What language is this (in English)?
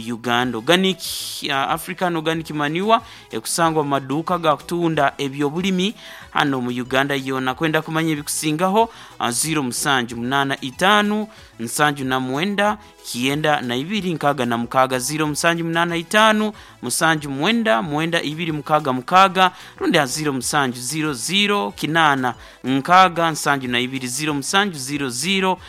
Nyoro